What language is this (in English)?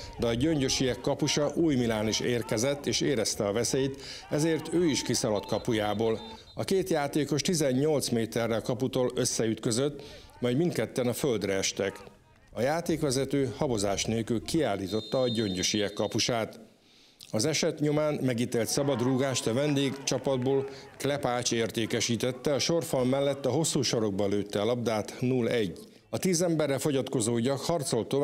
Hungarian